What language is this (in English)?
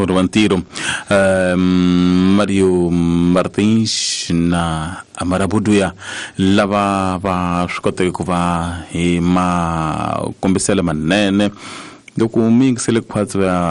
Tsonga